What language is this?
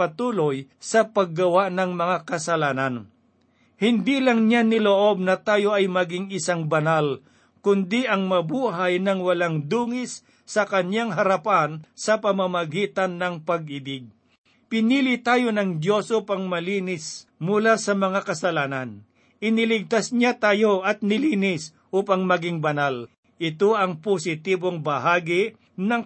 Filipino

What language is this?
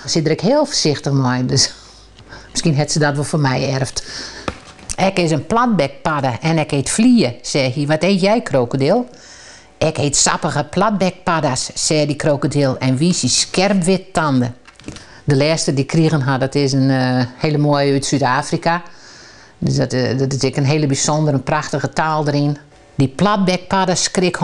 Western Frisian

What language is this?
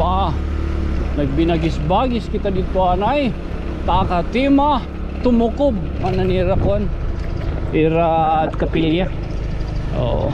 Waray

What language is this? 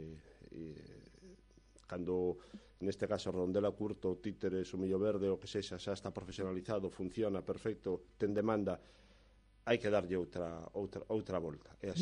Galician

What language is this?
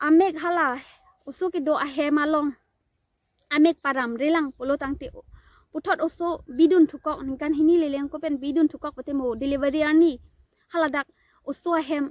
Karbi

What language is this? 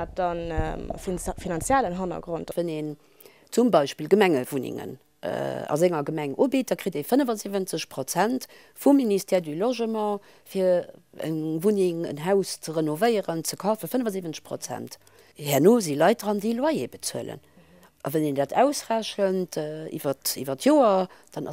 Luxembourgish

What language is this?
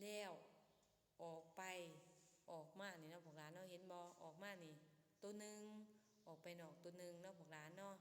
Lao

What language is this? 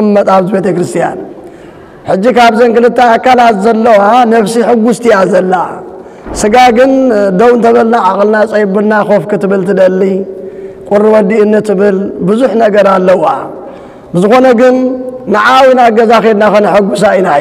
Tigrinya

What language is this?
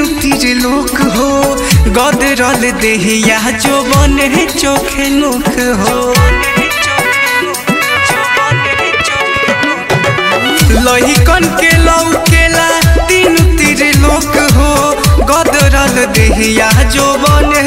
Bhojpuri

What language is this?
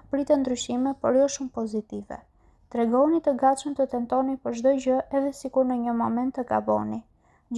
Albanian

